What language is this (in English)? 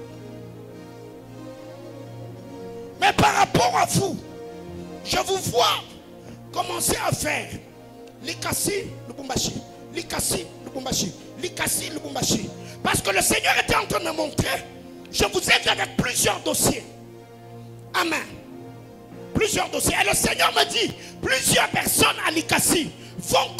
French